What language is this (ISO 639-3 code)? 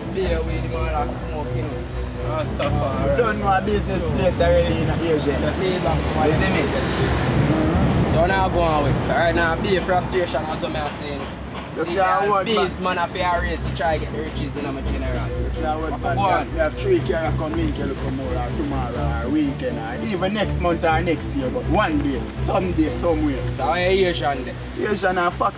jam